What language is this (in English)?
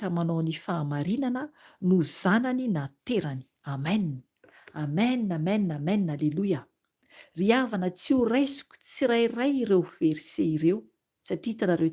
Malagasy